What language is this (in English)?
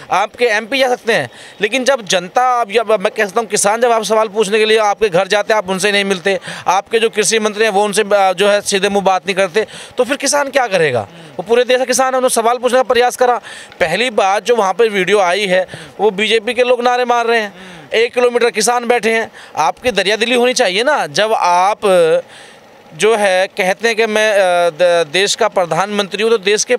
Hindi